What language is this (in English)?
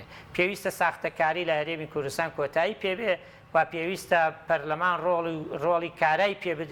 Central Kurdish